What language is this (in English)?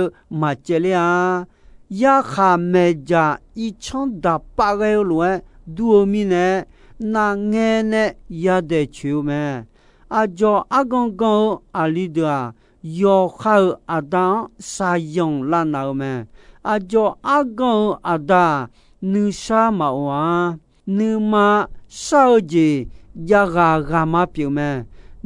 Akha